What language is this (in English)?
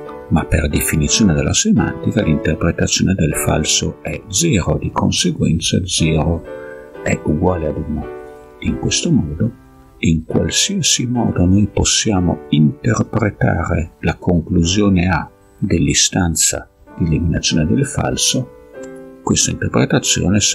Italian